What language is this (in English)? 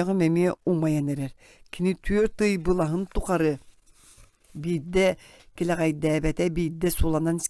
Yakut